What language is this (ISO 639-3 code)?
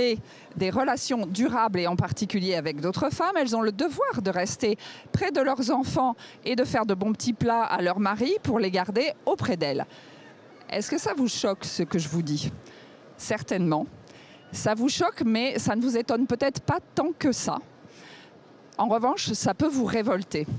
fra